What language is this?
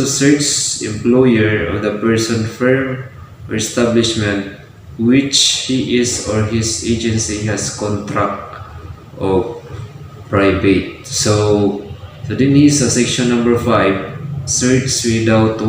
Cebuano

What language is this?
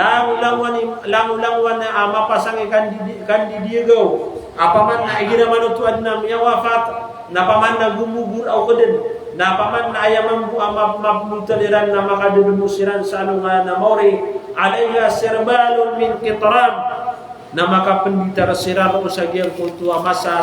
Maranao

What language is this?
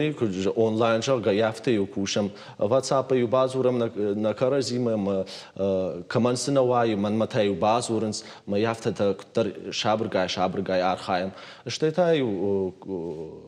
Ossetic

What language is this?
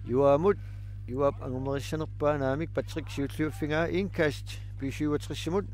Kalaallisut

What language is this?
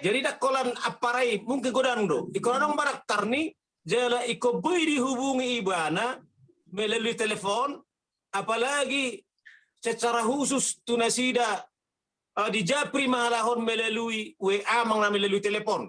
Batak Toba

